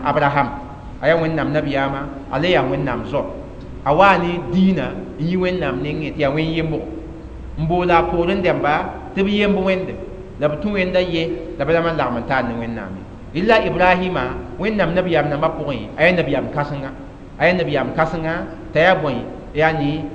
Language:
Mossi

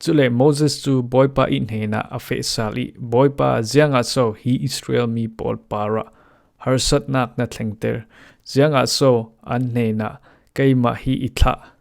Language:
Falam Chin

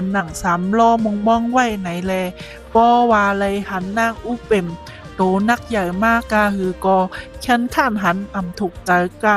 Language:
Shan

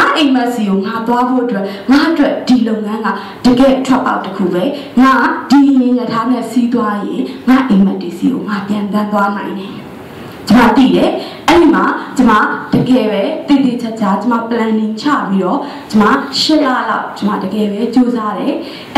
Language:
Burmese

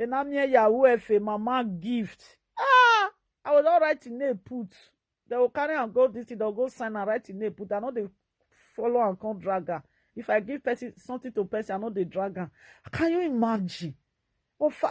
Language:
Nigerian Pidgin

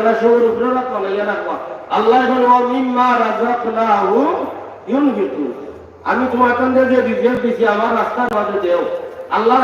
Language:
Sylheti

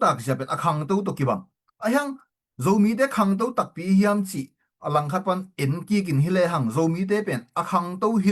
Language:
Tedim Chin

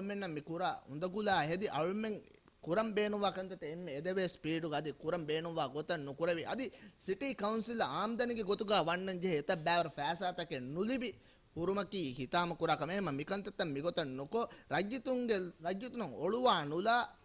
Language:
Divehi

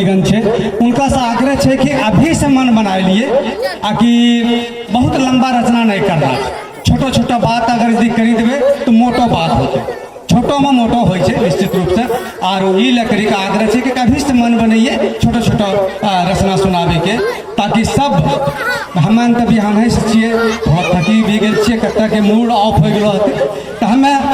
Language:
Angika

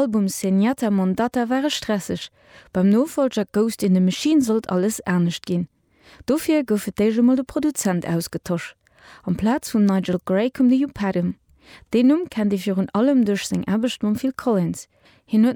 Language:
Luxembourgish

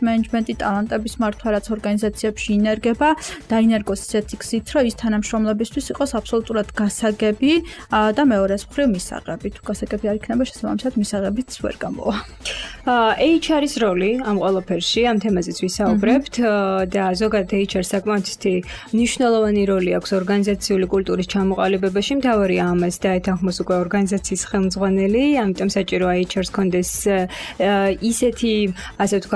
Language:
Georgian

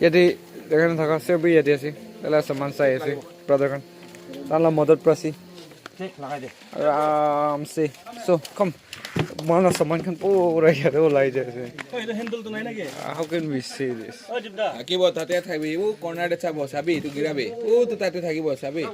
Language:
Naga Pidgin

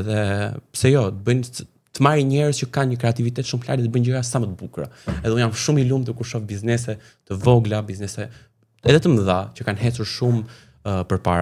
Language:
Albanian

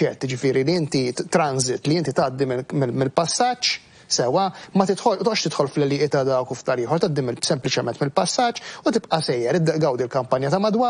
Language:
Maltese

